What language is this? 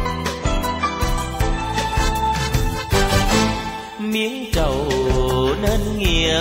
Vietnamese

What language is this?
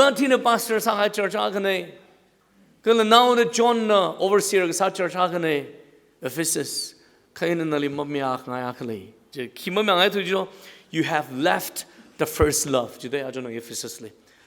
Tangkhul Naga (India)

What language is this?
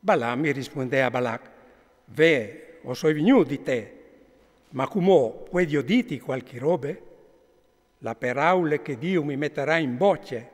Friulian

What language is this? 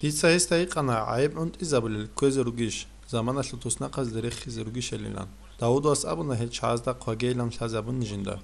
Avaric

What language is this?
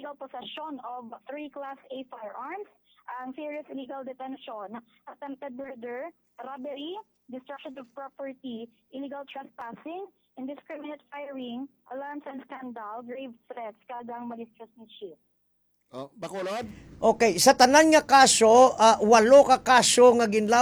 Hiligaynon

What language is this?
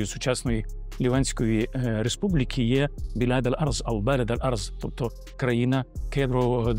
Ukrainian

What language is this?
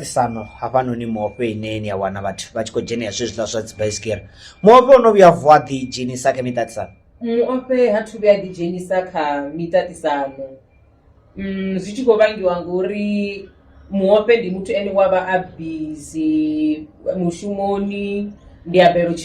Venda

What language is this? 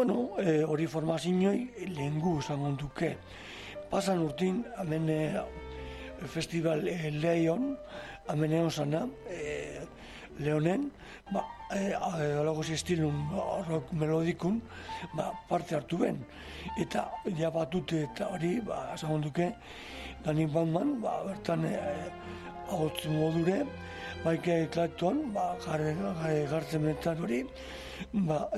Basque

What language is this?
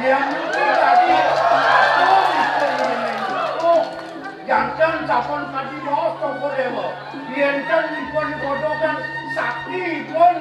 Balinese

